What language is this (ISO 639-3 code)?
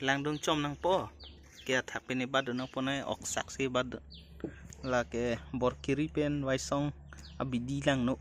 mjw